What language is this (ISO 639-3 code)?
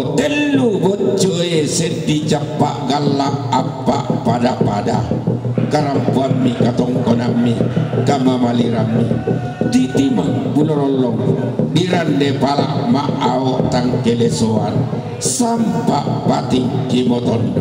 sda